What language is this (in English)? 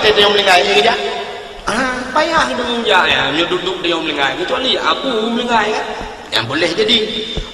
Achinese